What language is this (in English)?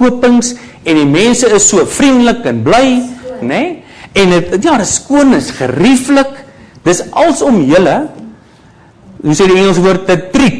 Afrikaans